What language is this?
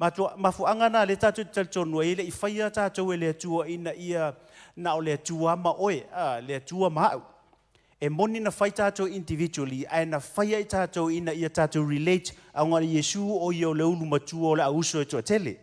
Samoan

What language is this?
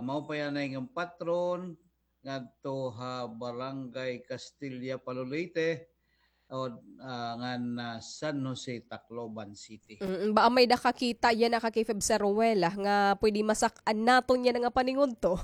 Waray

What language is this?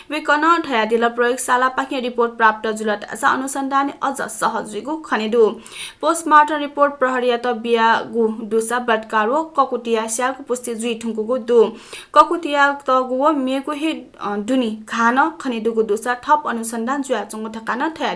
Newari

